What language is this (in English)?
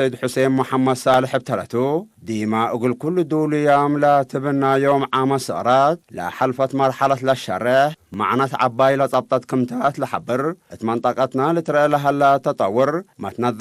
Tigre